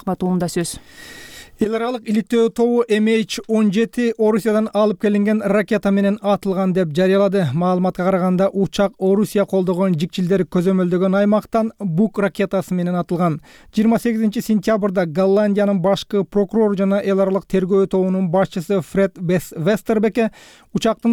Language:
Kyrgyz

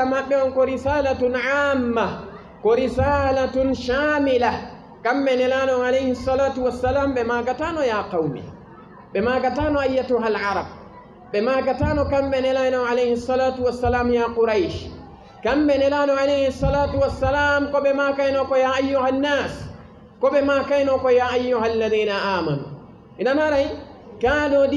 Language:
Fula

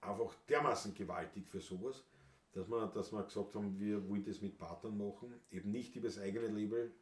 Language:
Bavarian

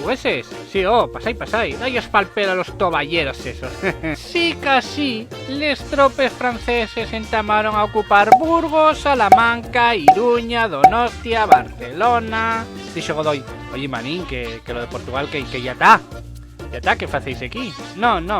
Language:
Asturian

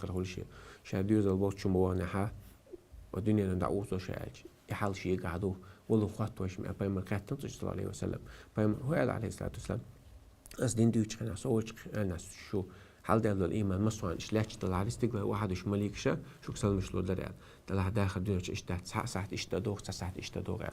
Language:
Chechen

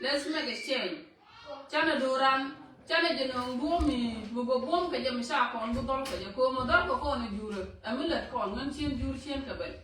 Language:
Nuer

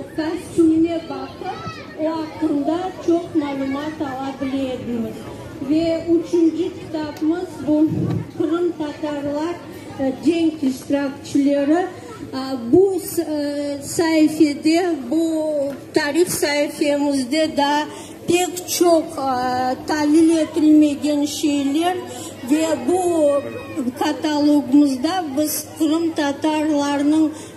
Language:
Crimean Tatar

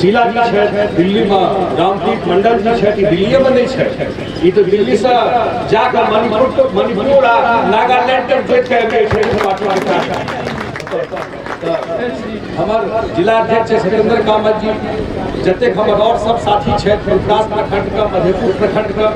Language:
Maithili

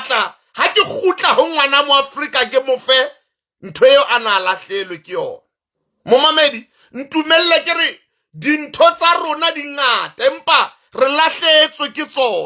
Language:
Southern Sotho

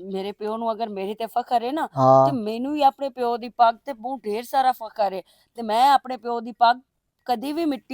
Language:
Western Panjabi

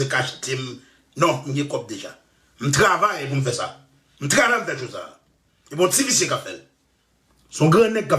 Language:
Haitian Creole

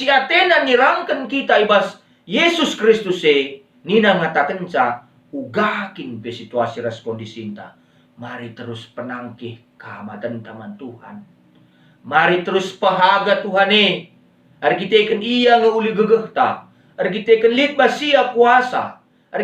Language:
Batak Karo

